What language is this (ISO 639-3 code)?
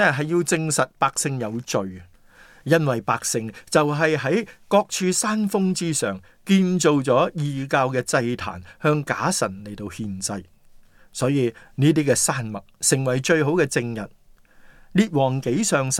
yue